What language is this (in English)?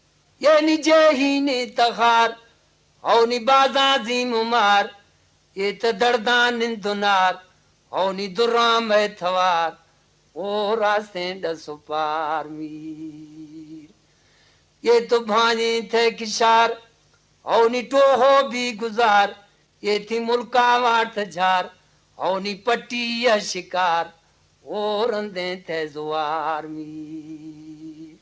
Eastern Balochi